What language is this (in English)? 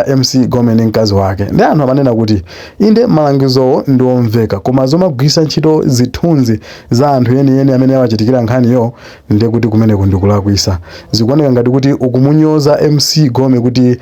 Nyanja